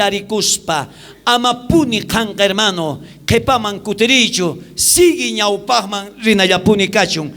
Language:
South Bolivian Quechua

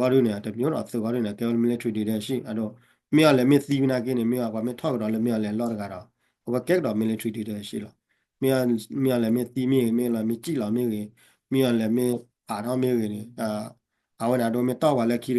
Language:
S'gaw Karen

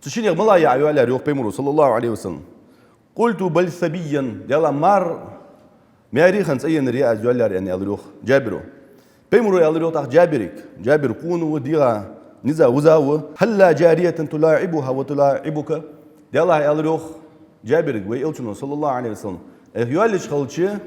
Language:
Ingush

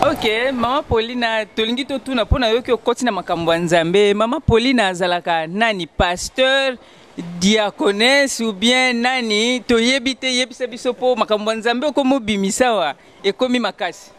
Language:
Lingala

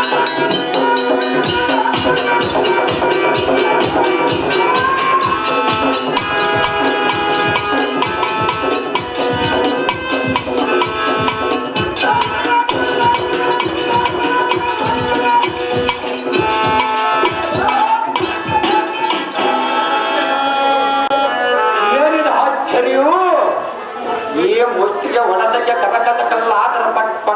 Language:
Kannada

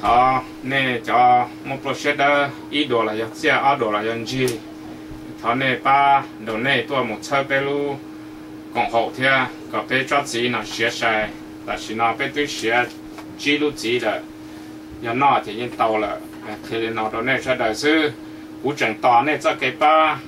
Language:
Hmong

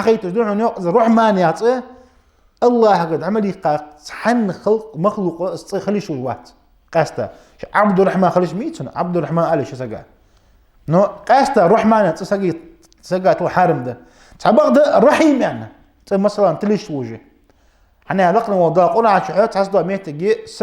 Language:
Ingush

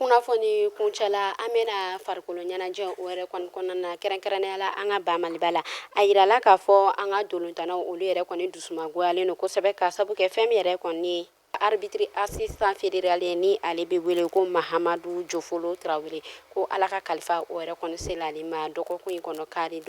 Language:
Bambara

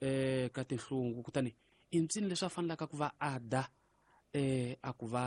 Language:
Tsonga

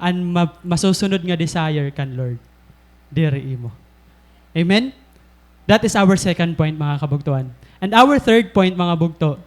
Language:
Waray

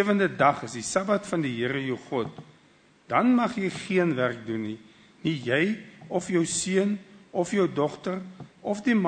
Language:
Afrikaans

